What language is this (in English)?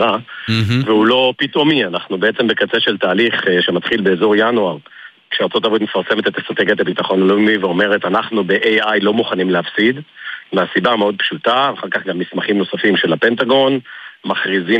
Hebrew